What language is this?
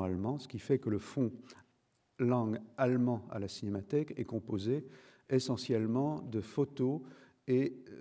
French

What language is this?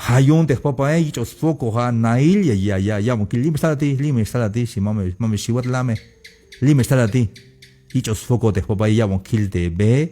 Tzeltal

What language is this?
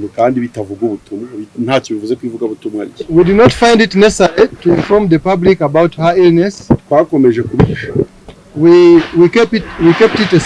Kinyarwanda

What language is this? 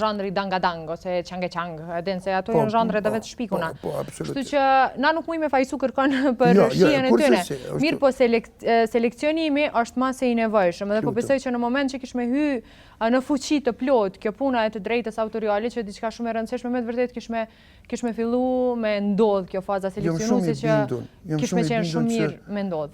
Albanian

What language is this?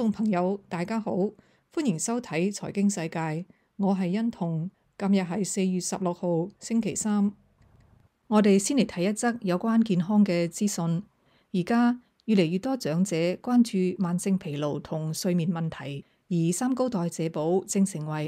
Cantonese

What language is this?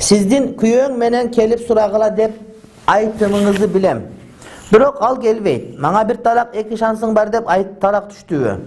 Kyrgyz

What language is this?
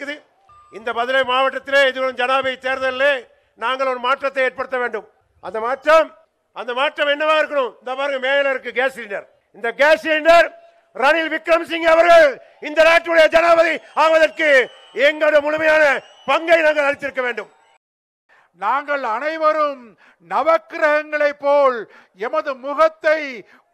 Tamil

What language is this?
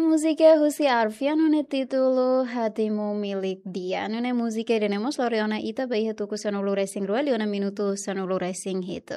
Tetum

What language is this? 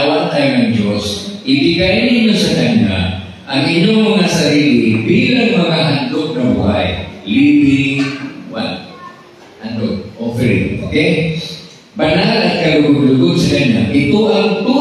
Filipino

